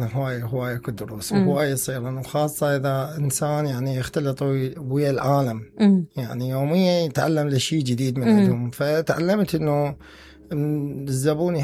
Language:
Mesopotamian Arabic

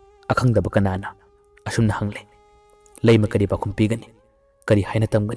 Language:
Manipuri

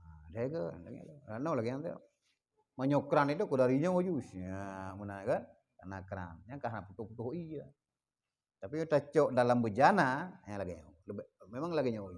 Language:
Achinese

